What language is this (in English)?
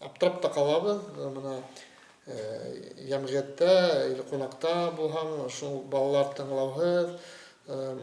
Bashkir